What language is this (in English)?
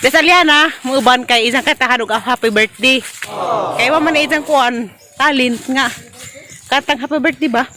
Cebuano